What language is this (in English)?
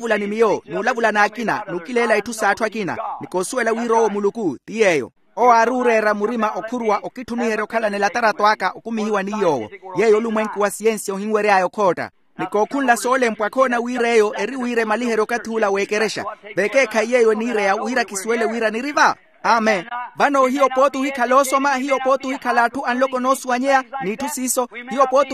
Makhuwa